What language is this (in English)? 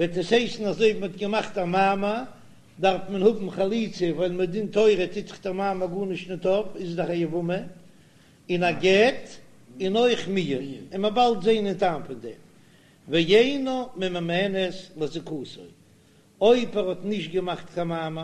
Yiddish